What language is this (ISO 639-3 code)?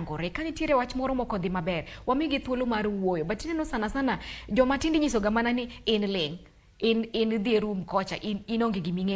luo